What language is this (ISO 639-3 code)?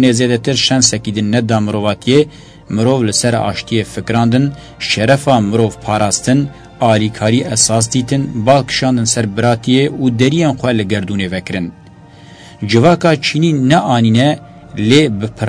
kur